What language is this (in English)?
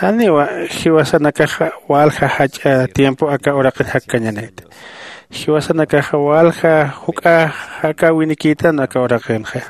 Aymara